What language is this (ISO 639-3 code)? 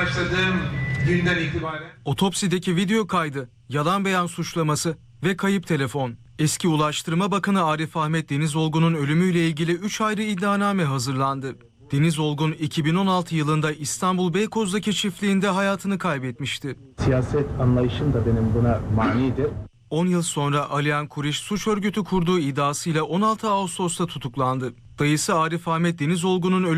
tur